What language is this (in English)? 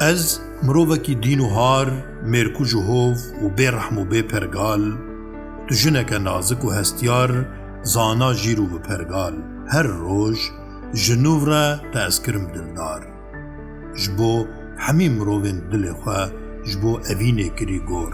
Kurdish